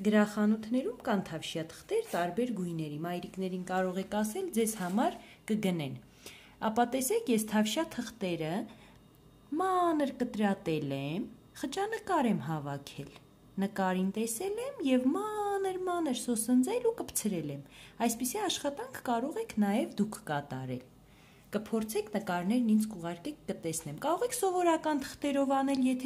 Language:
Armenian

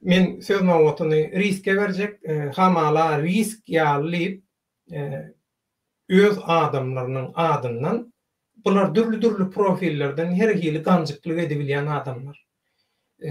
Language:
Turkmen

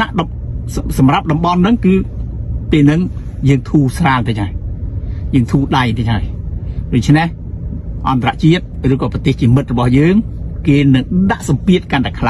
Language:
Khmer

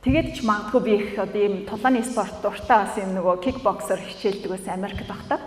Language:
Mongolian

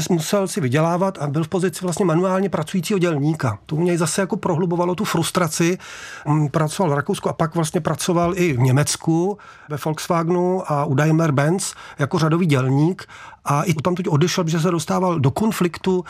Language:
Czech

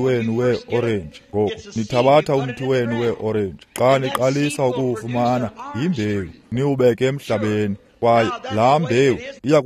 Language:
Xhosa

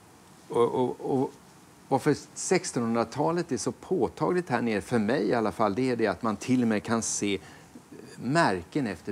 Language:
Swedish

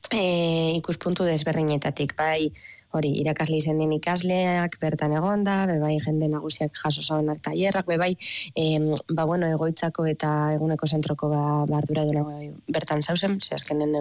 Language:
Basque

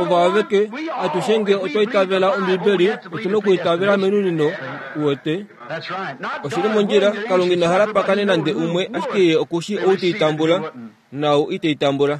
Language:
Kuanyama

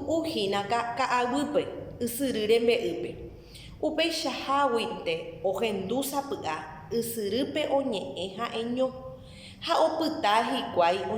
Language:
Guarani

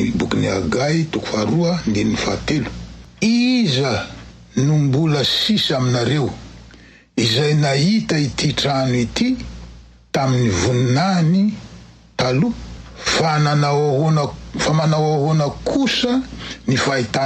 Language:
Malagasy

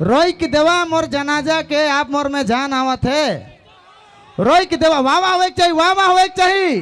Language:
Sadri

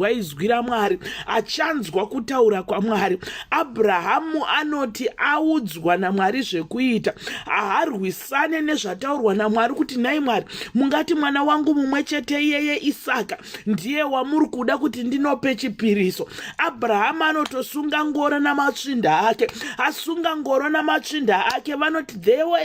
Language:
Shona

